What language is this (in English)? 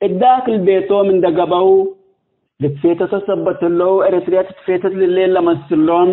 Tigre